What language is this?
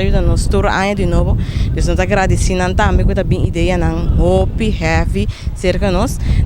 Papiamento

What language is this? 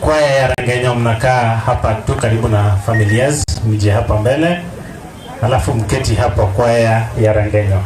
Gusii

